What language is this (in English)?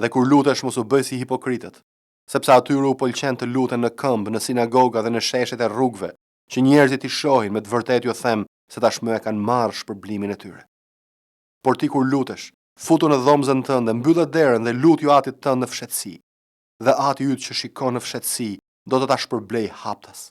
Albanian